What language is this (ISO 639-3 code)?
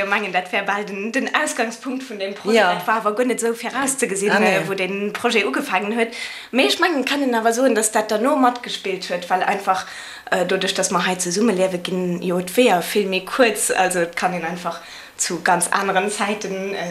ltz